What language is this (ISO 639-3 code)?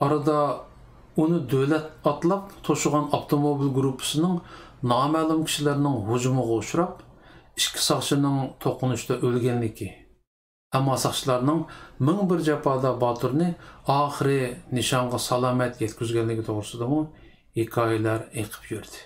uig